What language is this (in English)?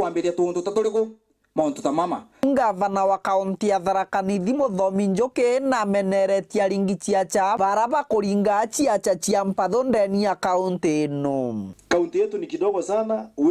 Meru